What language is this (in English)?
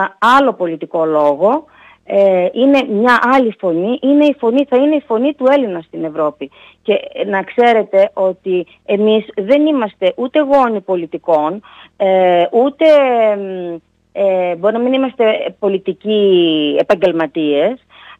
Greek